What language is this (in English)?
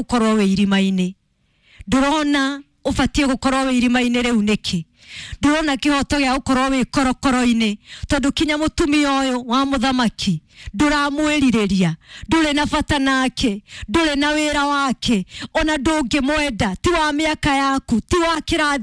Kikuyu